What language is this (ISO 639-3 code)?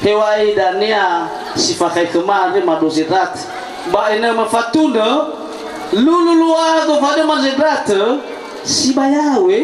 nia